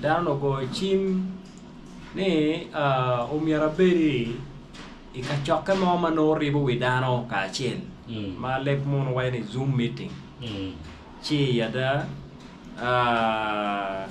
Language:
Acoli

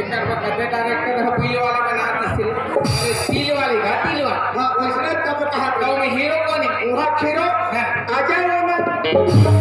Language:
Chhattisgarhi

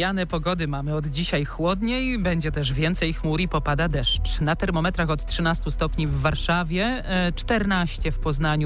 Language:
Polish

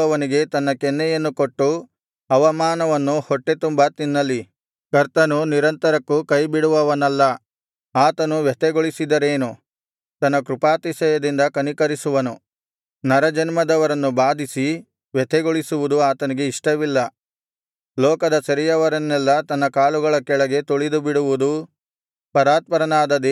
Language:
Kannada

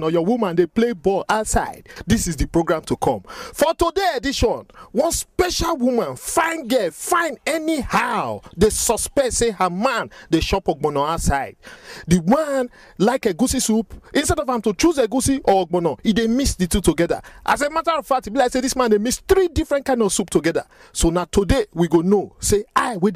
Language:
Nigerian Pidgin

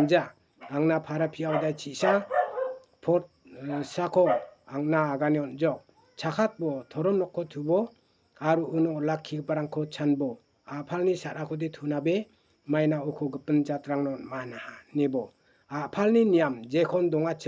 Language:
Garo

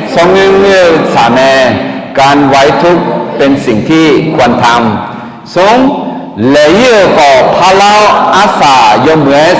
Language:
Akha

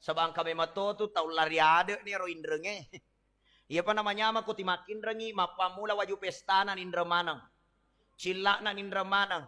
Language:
Buginese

